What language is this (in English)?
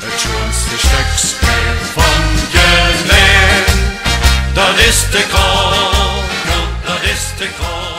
Limburgish